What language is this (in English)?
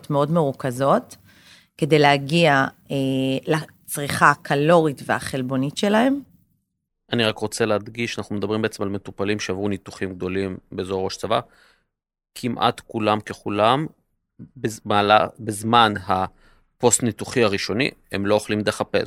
Hebrew